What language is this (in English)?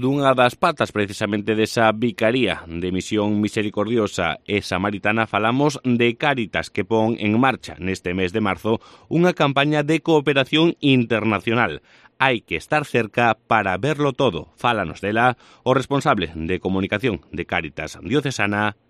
Galician